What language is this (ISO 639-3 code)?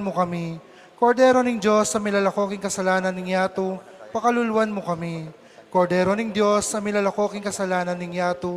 pam